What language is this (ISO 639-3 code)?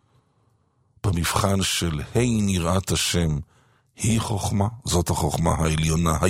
heb